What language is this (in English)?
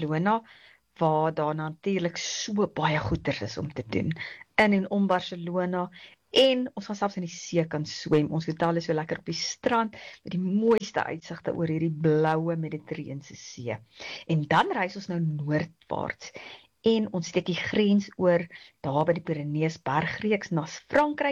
Afrikaans